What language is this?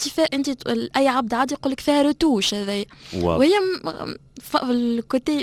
Tunisian Arabic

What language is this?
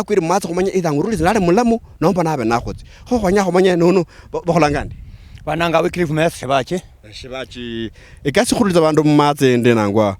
Luyia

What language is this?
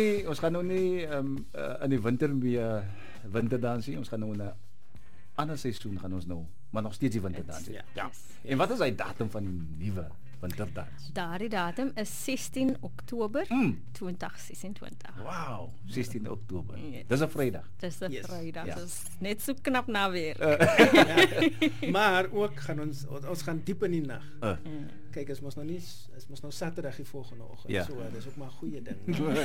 Afrikaans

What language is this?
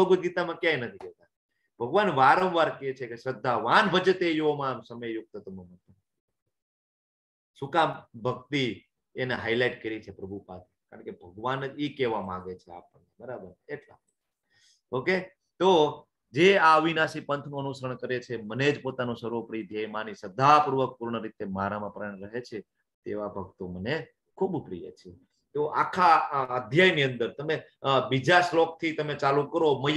Gujarati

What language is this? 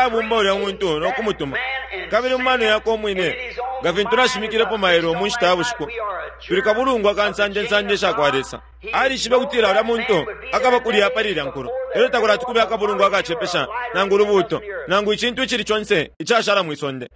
Bemba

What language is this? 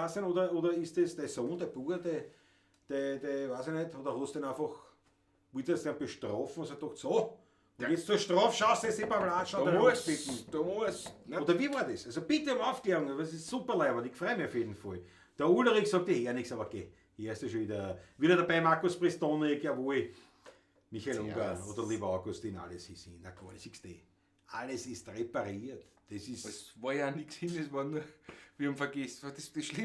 Bavarian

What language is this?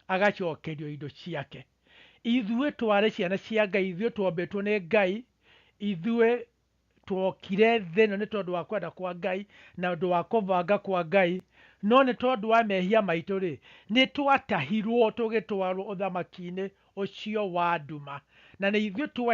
Kikuyu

